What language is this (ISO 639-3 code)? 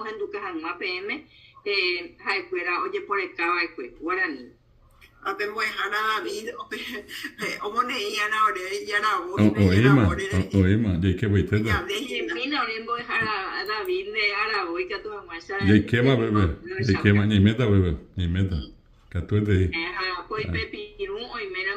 grn